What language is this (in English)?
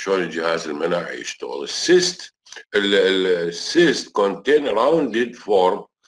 Mesopotamian Arabic